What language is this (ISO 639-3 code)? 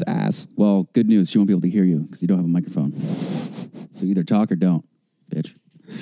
eng